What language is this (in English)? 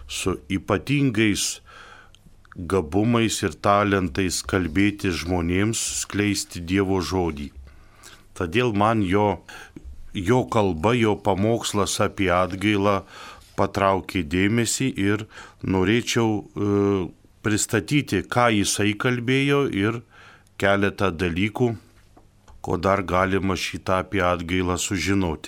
Lithuanian